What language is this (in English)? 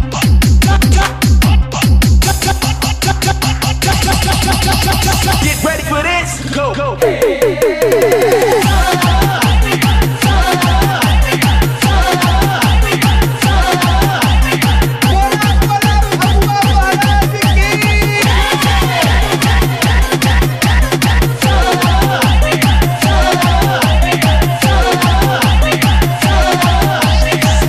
Bhojpuri